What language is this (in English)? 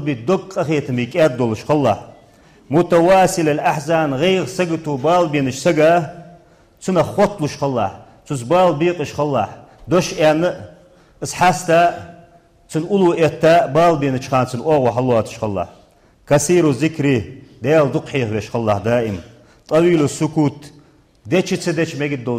Ingush